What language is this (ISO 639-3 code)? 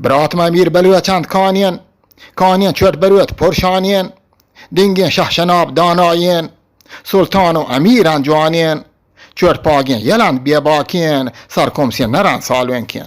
bgp